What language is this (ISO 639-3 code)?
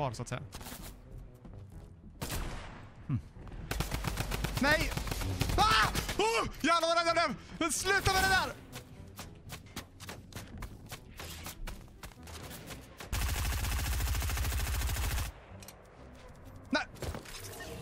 swe